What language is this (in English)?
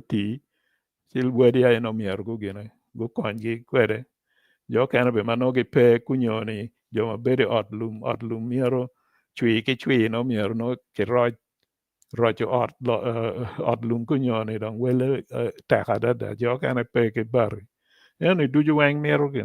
Acoli